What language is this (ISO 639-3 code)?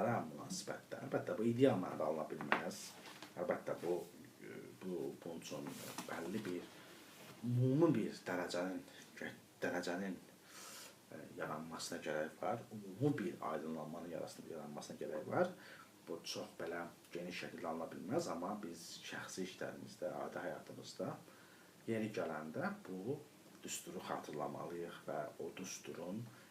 aze